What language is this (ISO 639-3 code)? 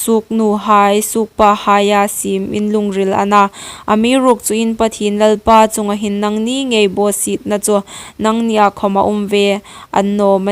hmr